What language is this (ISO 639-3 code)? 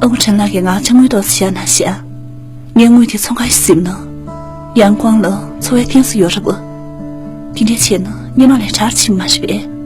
bod